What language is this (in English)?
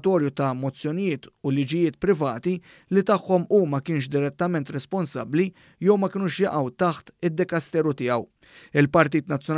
Maltese